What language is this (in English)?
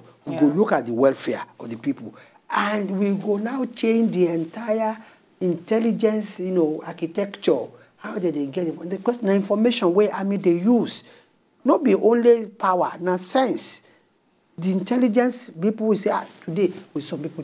Nigerian Pidgin